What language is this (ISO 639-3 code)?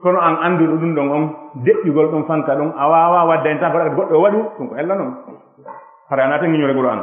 ful